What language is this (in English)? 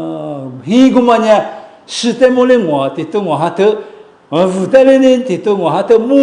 Lisu